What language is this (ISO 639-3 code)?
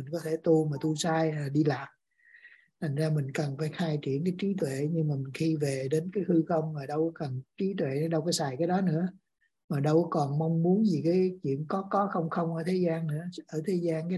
vie